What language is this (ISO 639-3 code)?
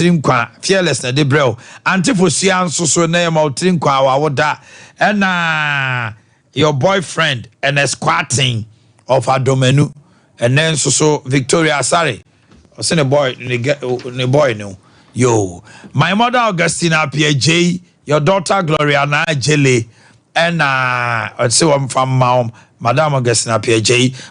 aka